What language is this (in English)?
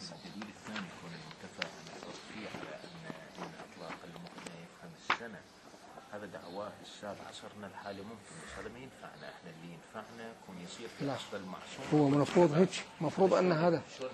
Mesopotamian Arabic